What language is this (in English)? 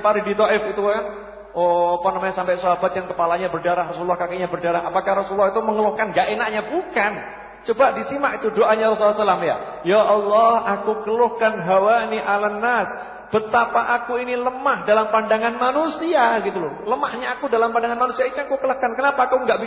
Indonesian